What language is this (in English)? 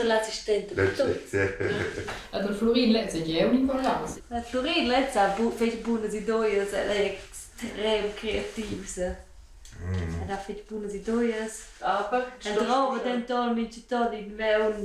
Romansh